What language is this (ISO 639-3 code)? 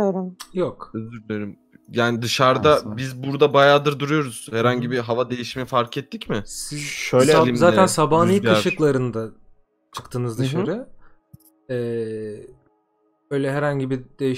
tur